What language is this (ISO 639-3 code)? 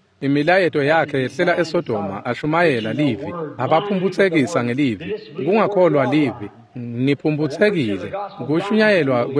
ssw